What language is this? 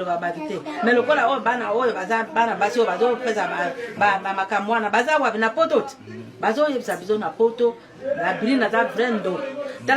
Lingala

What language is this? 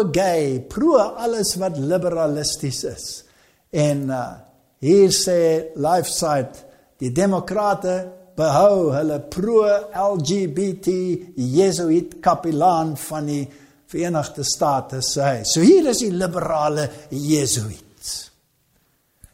Afrikaans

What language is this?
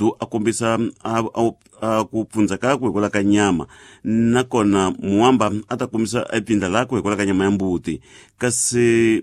Tsonga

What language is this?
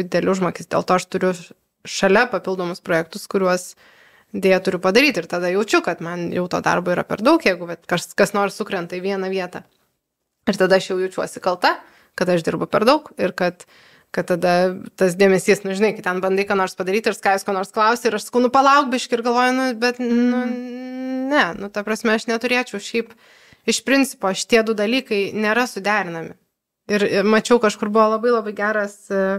Lithuanian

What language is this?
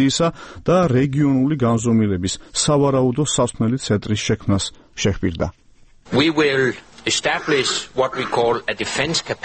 Georgian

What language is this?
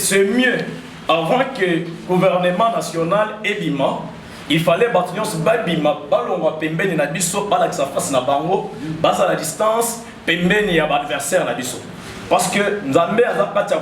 Lingala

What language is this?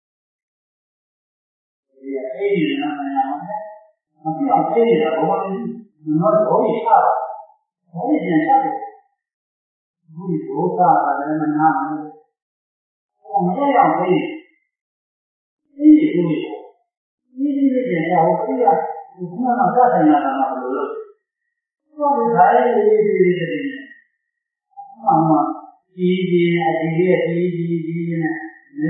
Burmese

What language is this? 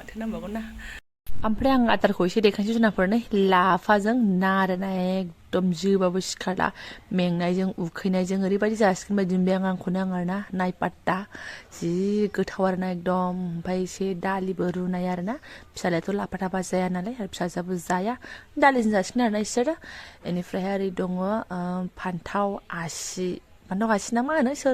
Bodo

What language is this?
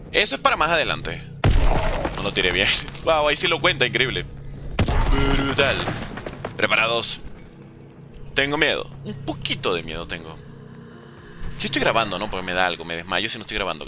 Spanish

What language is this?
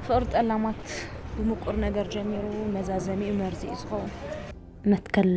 Tigrinya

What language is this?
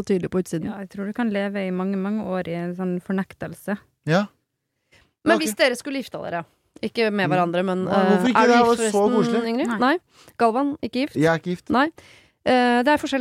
Norwegian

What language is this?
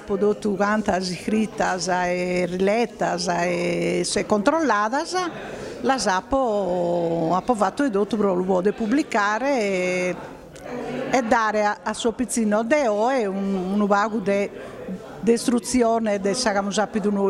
Sardinian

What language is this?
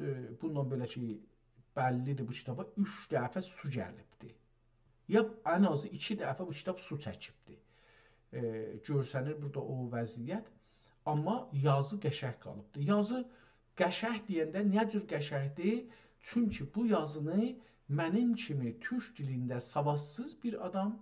South Azerbaijani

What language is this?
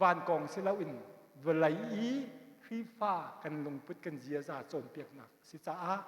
Hakha Chin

